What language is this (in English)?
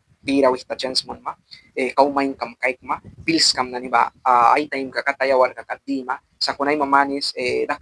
Mískito